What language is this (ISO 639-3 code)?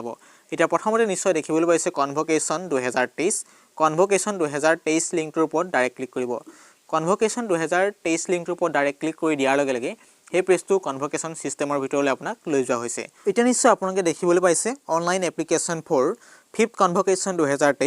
asm